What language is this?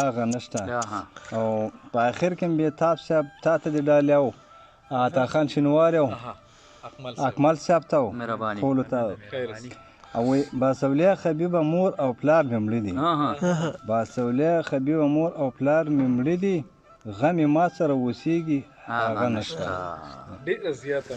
Pashto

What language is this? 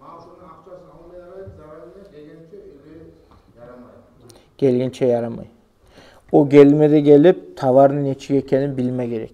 Kumyk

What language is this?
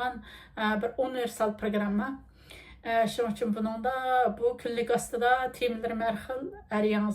Uyghur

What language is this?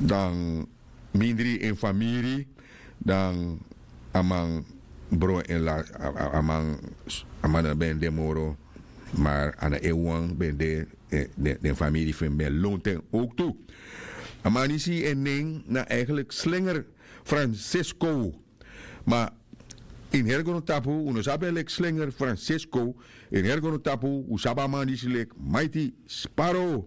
Sranan Tongo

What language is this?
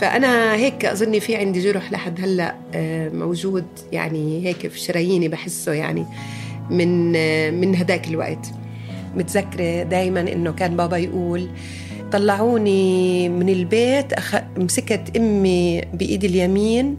North Levantine Arabic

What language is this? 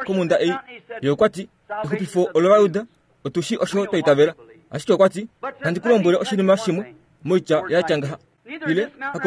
Kuanyama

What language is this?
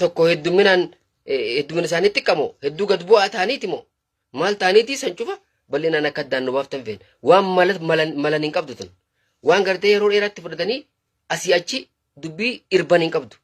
Oromo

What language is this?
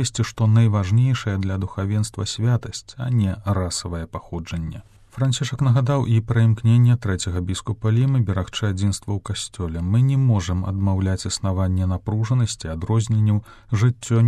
Belarusian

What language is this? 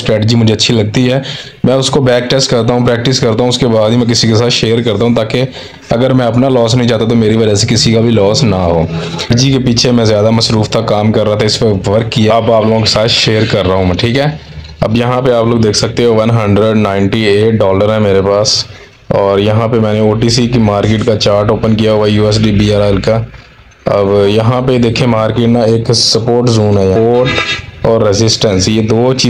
Hindi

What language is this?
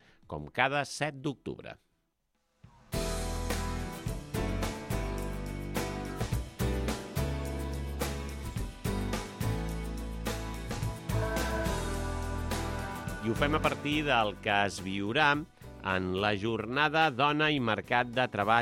Catalan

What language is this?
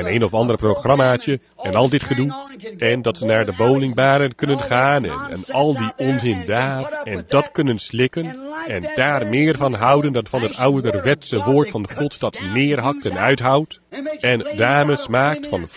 Dutch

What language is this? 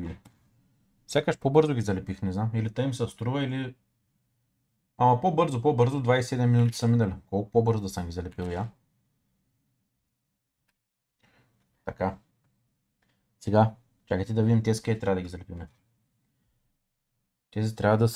Bulgarian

